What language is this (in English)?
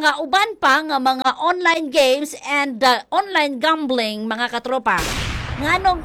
Cebuano